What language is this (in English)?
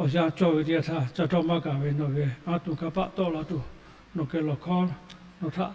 Lahu